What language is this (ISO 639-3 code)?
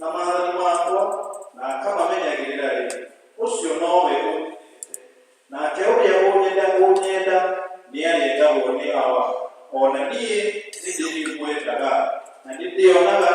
kik